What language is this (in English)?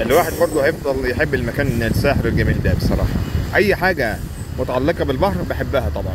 Egyptian Arabic